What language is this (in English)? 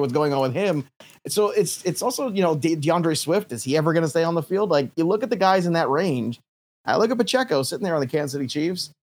English